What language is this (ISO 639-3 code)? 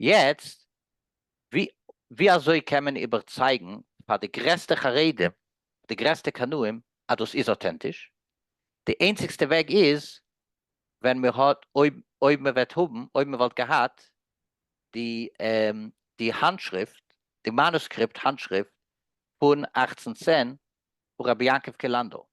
yid